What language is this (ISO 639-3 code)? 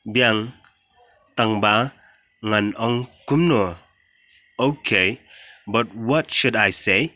kha